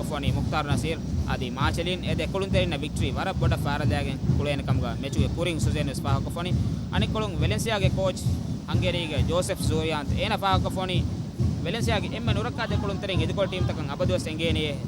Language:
Divehi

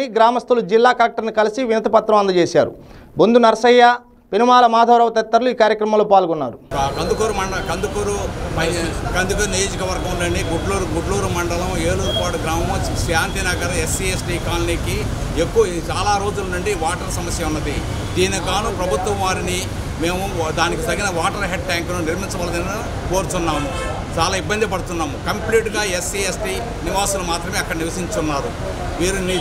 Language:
Telugu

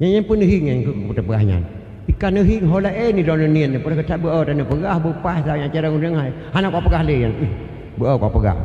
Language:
Achinese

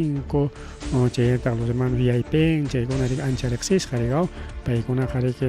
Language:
Ayacucho Quechua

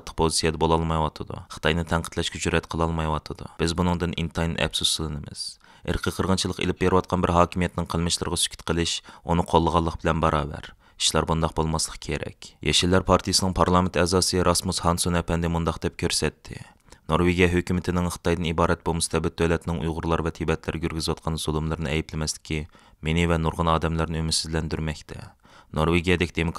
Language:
Uyghur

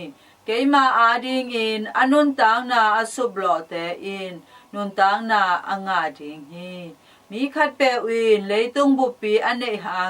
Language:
Tedim Chin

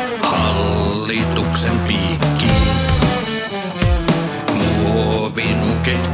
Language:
Finnish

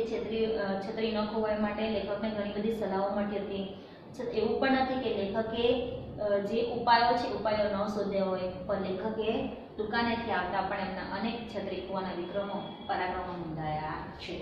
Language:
Gujarati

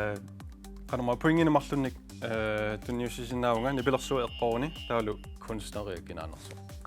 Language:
Kalaallisut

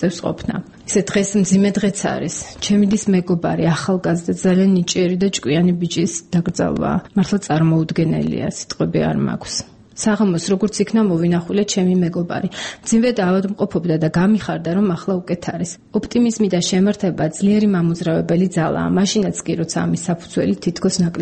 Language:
Georgian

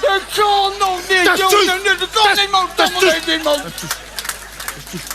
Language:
Limburgish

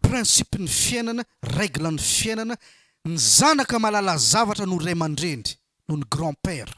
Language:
Malagasy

